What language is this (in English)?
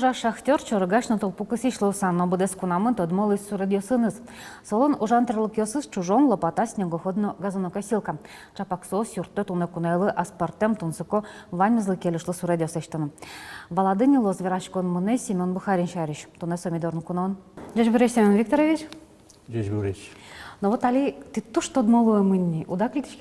Udmurt